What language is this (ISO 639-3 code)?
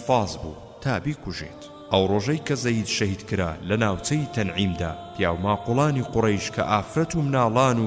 ckb